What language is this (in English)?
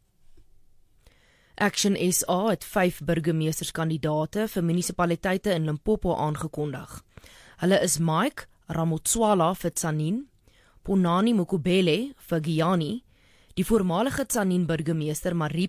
Afrikaans